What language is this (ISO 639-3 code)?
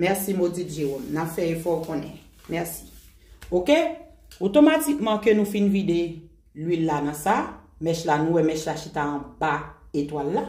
hat